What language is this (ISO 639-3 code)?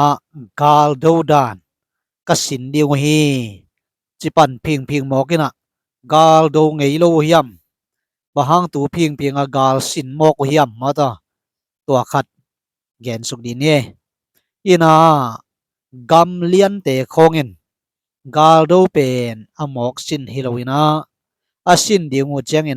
ctd